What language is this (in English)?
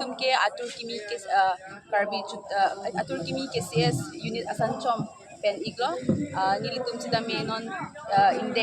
Karbi